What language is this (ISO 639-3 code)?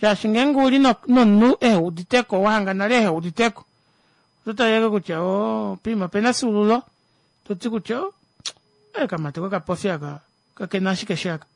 kua